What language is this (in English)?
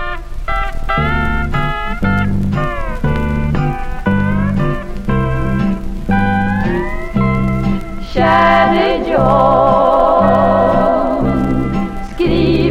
Swedish